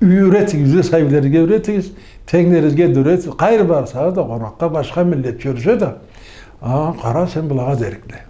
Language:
Karachay-Balkar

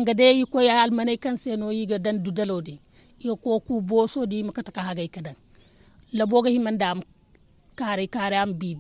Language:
Zarma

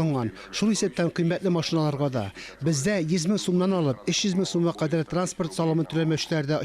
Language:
Tatar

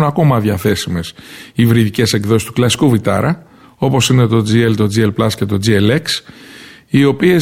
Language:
Greek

